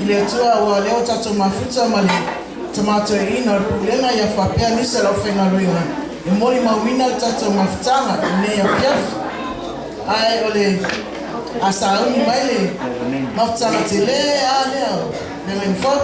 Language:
Samoan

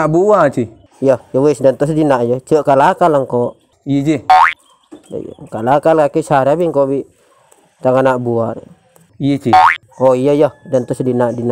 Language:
Madurese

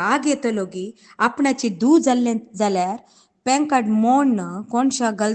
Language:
Konkani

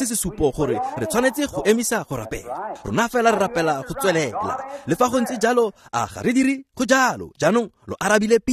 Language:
Tswana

